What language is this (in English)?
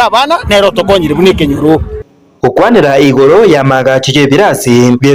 Gusii